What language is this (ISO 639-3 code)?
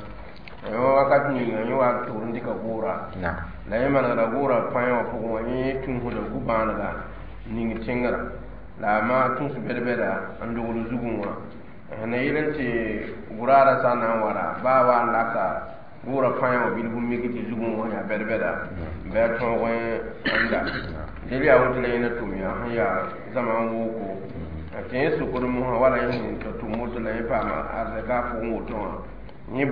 mos